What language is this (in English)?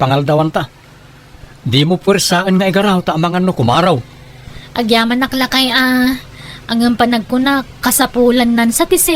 Iloko